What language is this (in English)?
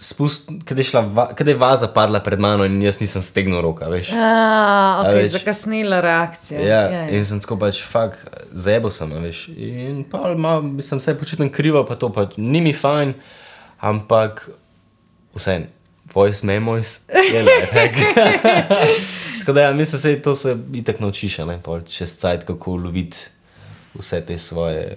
Slovenian